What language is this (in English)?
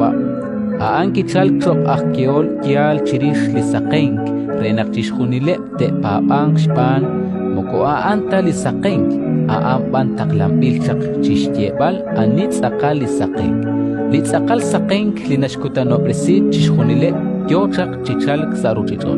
Kekchí